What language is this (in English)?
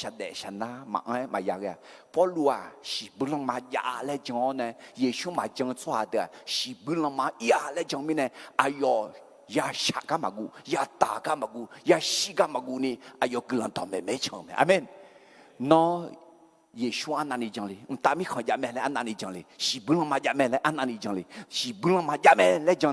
Akha